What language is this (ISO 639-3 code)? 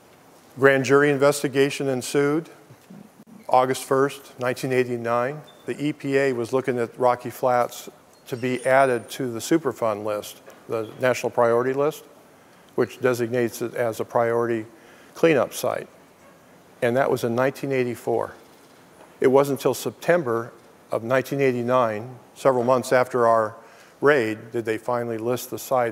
eng